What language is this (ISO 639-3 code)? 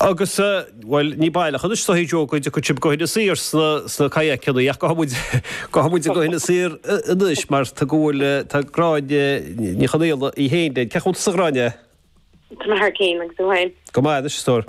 gle